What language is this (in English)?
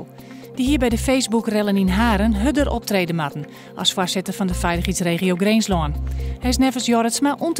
Western Frisian